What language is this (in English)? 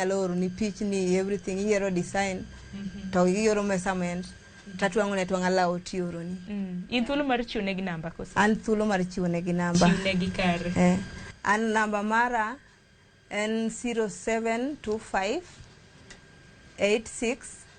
Luo (Kenya and Tanzania)